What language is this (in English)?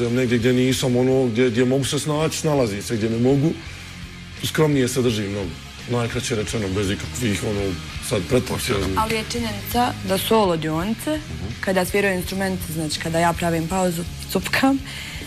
Bosnian